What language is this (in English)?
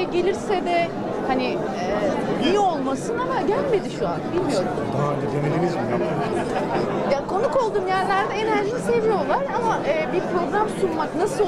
Turkish